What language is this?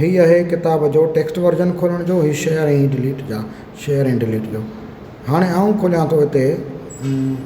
Sindhi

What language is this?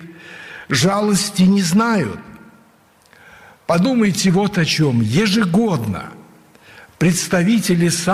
Russian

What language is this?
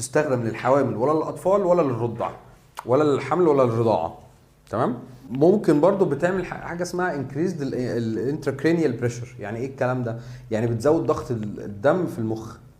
Egyptian Arabic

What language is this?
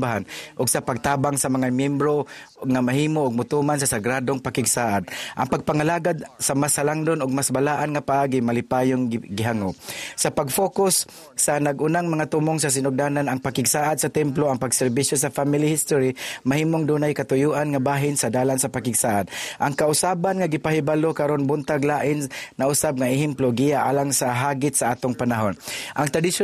Cebuano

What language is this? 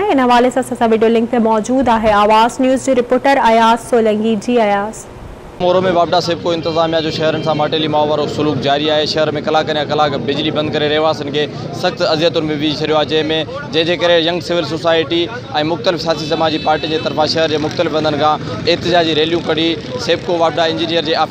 Sindhi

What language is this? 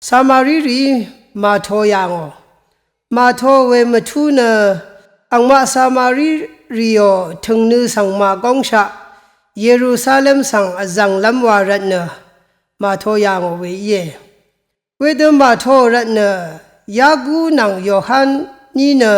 Rawang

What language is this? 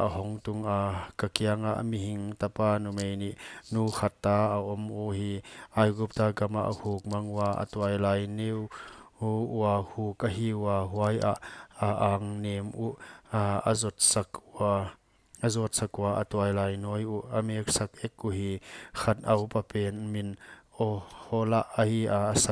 Paite Chin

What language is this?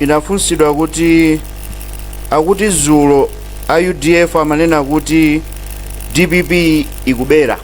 Nyanja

